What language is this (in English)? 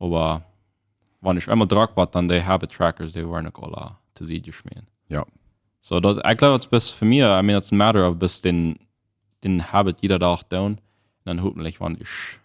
Plautdietsch